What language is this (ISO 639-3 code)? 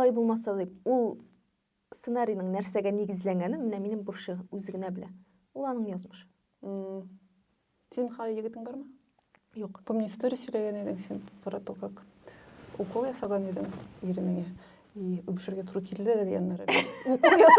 tat